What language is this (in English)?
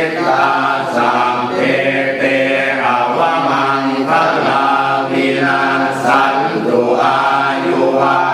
Pali